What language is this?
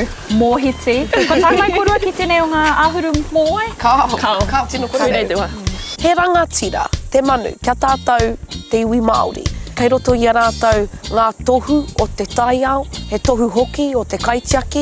Māori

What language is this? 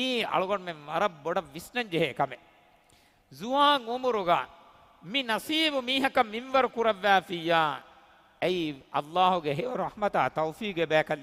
Divehi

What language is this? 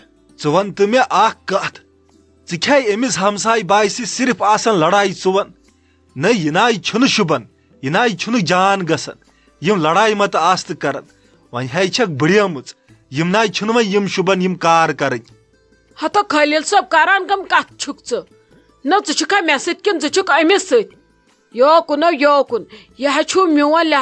Kashmiri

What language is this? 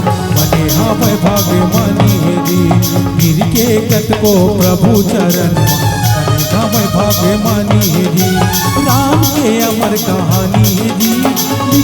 Chhattisgarhi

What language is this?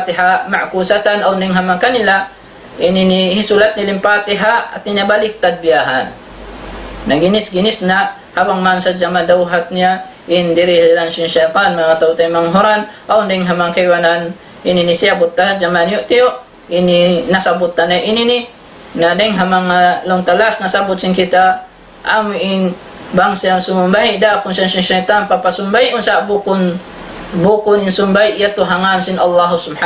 Tausug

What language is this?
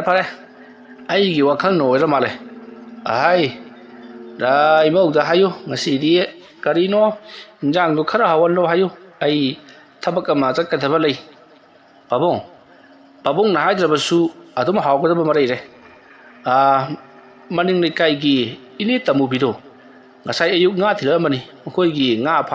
Manipuri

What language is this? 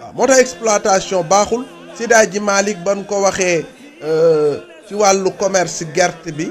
Wolof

